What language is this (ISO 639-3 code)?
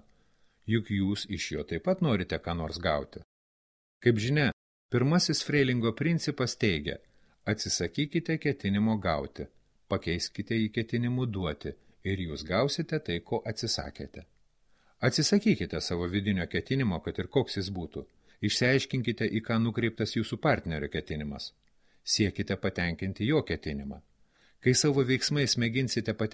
lit